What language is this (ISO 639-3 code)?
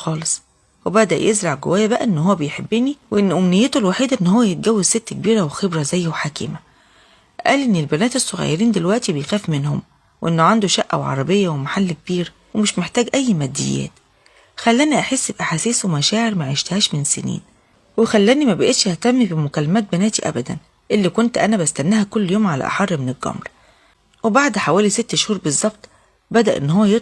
arz